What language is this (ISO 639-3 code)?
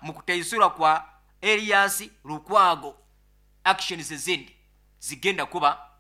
nyn